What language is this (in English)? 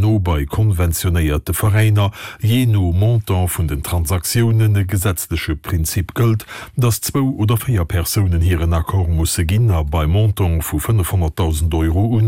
Luxembourgish